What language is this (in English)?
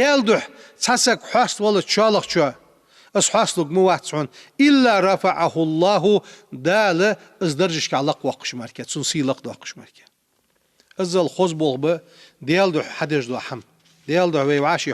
Ingush